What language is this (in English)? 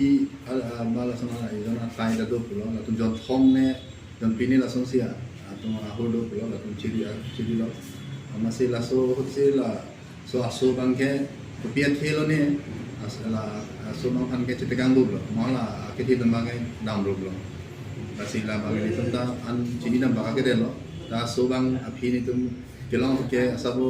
Karbi